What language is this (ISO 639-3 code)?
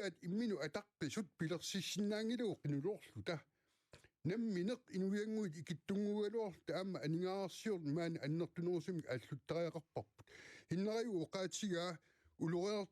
kal